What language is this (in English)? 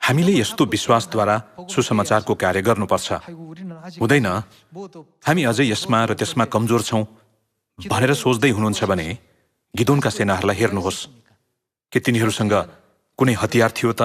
Nepali